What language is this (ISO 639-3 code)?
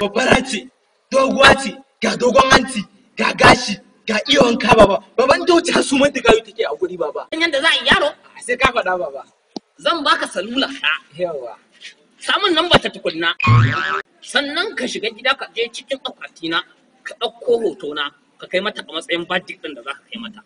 hau